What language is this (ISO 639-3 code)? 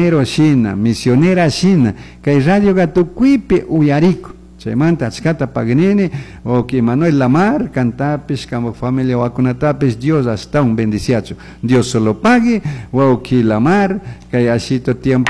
qug